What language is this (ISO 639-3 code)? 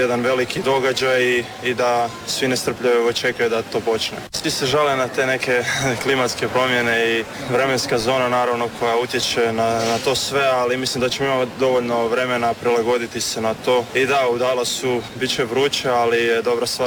hrv